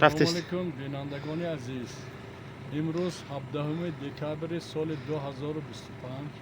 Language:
Tajik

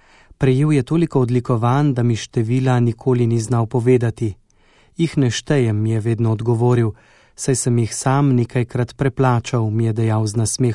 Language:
Slovenian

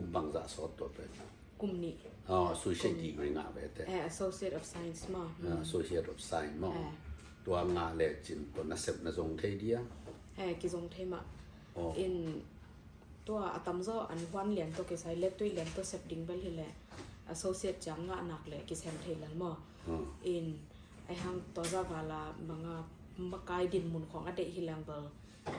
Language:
Tedim Chin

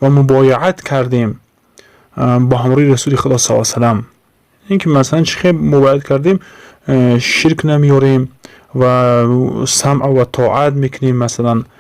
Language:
Tajik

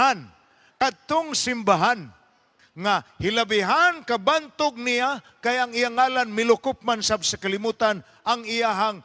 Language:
Cebuano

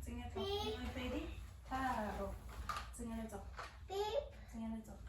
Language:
Tswana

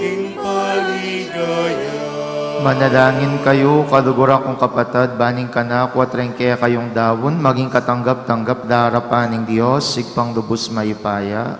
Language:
Pampanga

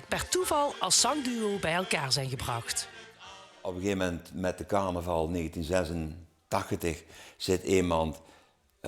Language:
Limburgish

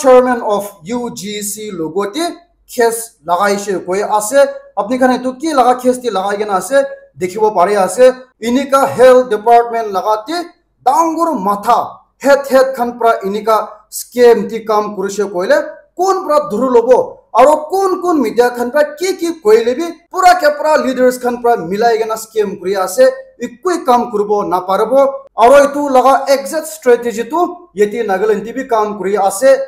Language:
Naga Pidgin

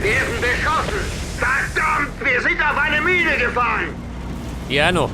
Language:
Bavarian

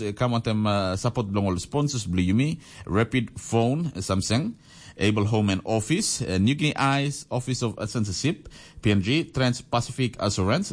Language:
Tok Pisin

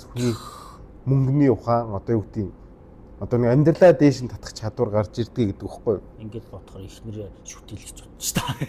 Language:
Mongolian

